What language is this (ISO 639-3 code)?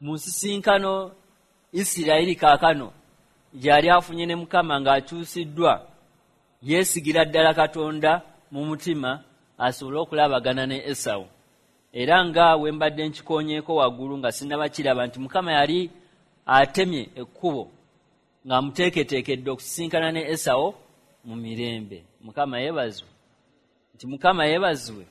lug